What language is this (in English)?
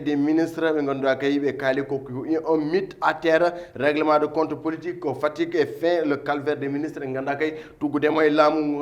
Fula